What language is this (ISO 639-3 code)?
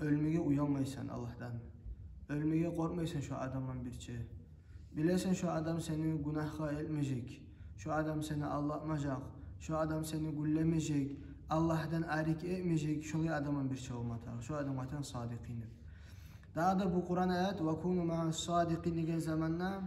kum